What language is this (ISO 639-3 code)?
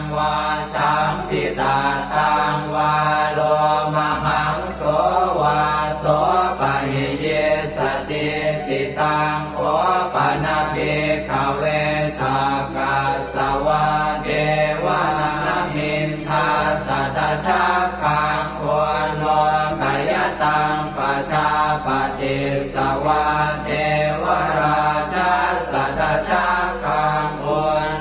pli